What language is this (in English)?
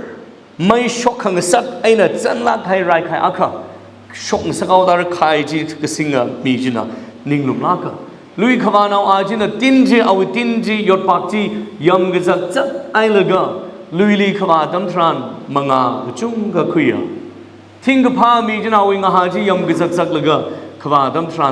Tangkhul Naga (India)